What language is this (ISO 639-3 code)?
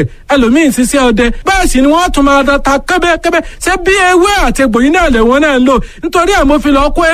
yor